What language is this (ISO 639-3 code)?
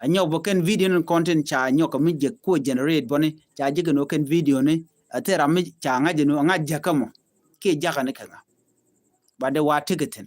nus